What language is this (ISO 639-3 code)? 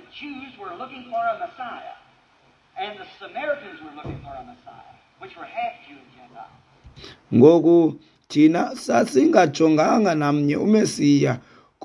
xho